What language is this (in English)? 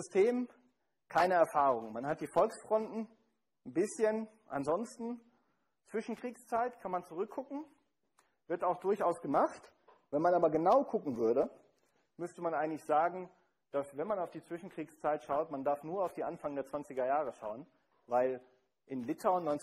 German